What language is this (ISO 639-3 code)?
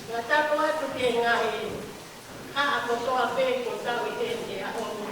ton